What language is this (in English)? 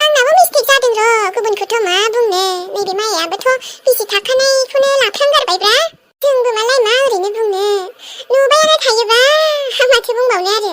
Bodo